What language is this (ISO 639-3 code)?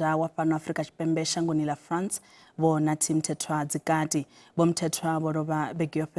ven